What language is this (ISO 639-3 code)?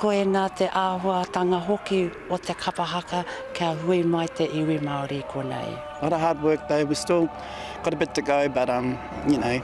mri